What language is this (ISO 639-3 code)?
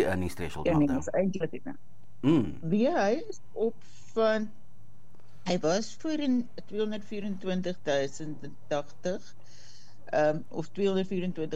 afr